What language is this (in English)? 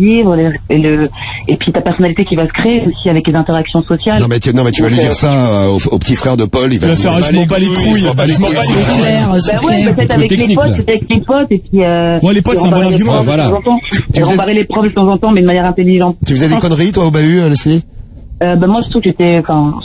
French